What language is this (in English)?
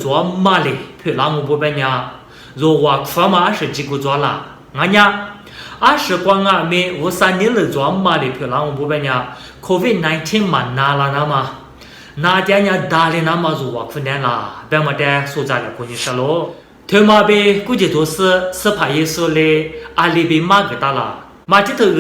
Lisu